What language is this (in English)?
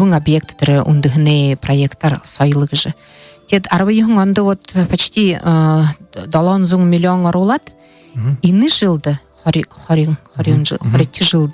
Buriat